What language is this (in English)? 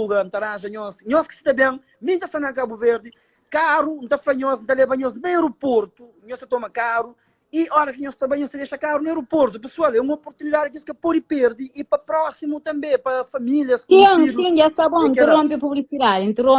Kabuverdianu